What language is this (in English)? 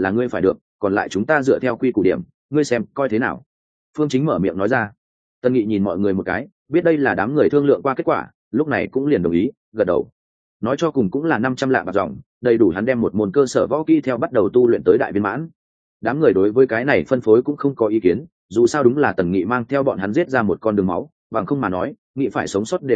Vietnamese